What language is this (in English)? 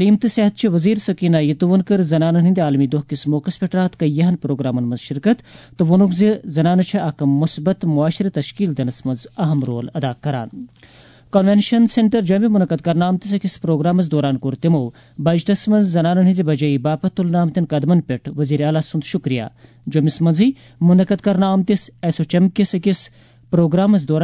Kashmiri